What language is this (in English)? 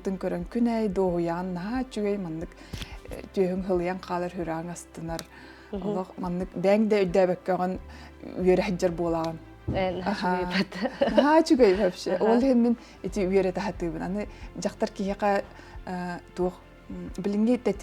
Yakut